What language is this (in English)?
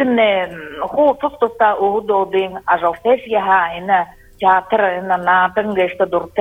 Buriat